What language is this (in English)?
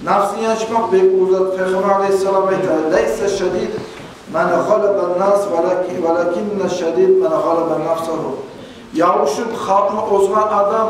Kumyk